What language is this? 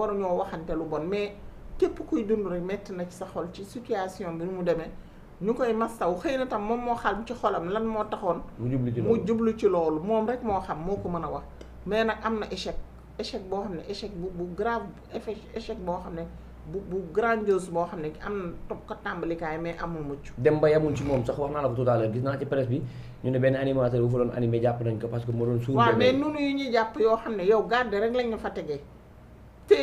Wolof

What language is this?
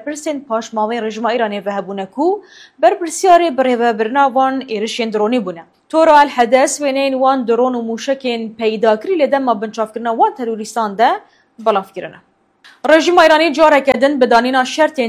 Kurdish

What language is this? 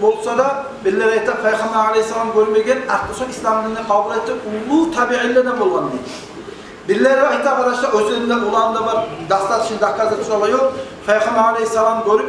Kumyk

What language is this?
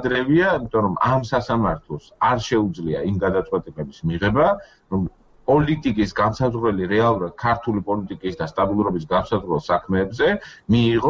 Georgian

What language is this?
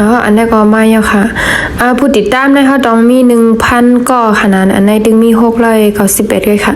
Shan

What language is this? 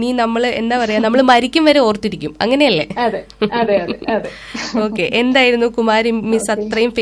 Malayalam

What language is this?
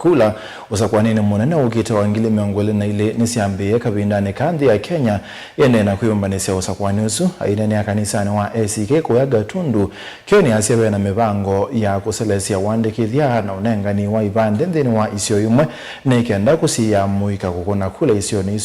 Kamba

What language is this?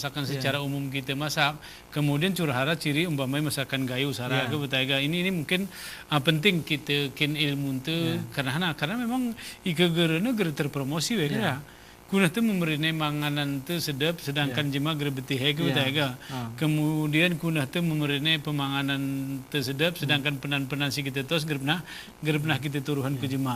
Gayo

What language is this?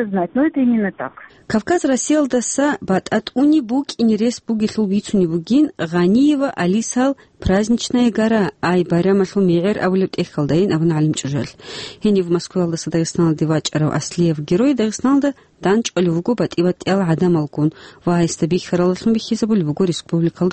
Avaric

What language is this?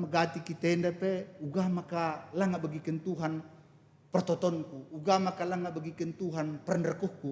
Batak Karo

